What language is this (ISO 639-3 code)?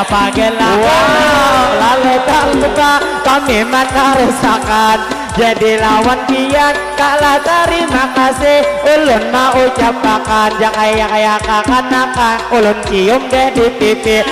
bjn